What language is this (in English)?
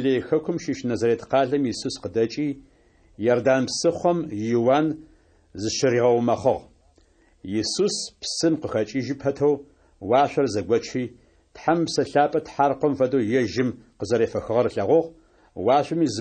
Adyghe